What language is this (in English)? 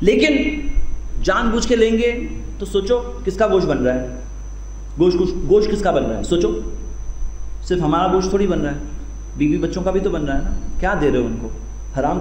Urdu